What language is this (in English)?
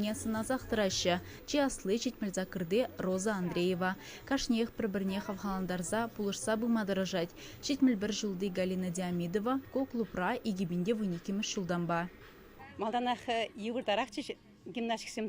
Chuvash